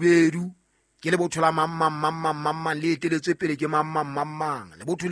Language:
Southern Sotho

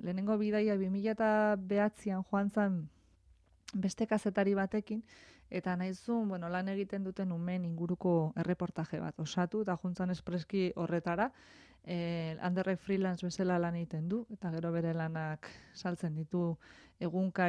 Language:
Basque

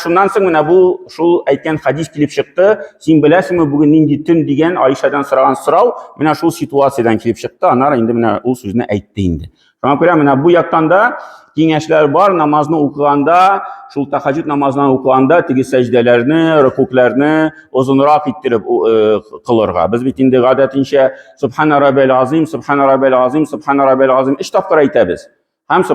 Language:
Tatar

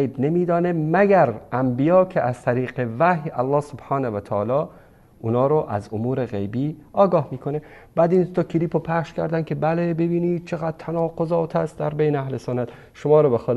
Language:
Persian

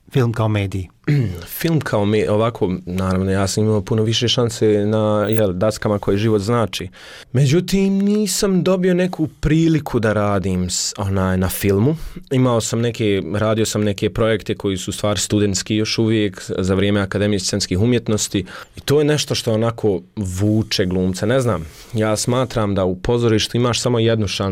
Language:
Bosnian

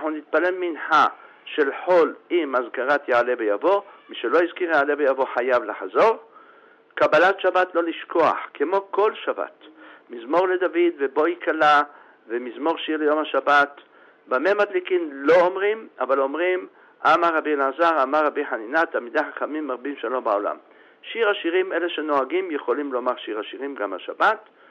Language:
Hebrew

